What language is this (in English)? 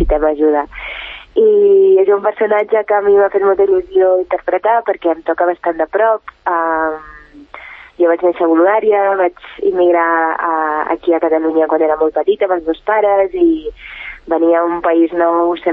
Catalan